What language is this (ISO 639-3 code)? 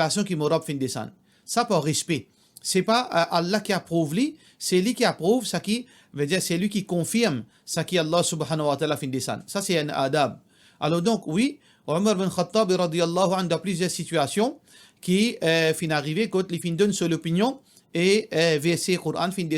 mfe